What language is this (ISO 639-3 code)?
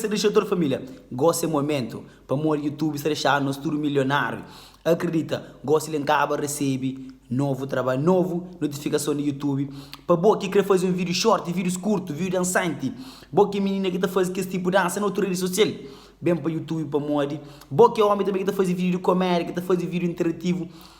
kea